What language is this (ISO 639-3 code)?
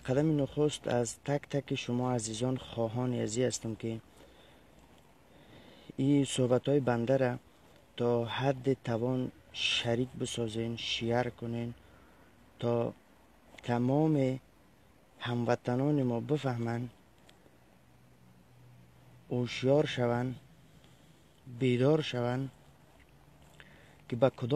fas